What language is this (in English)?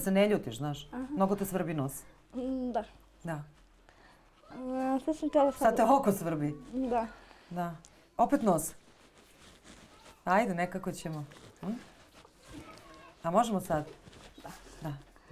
Bosnian